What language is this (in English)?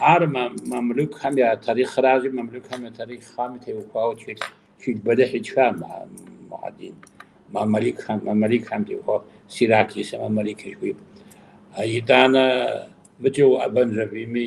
Kabardian